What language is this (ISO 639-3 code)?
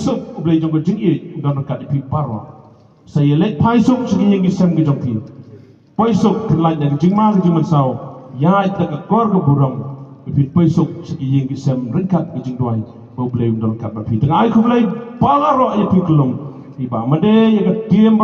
kha